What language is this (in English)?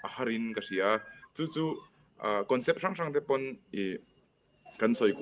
Mizo